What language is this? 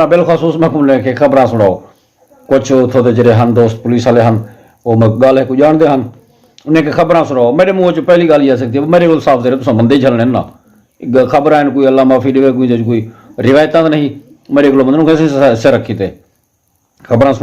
Saraiki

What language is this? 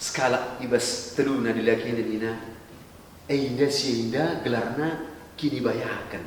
Batak Karo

